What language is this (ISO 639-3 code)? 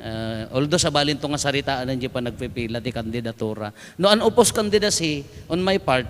ilo